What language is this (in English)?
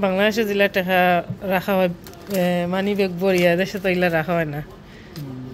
Sylheti